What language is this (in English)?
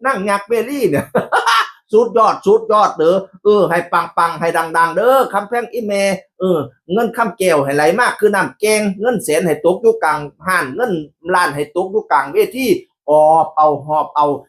Northeastern Thai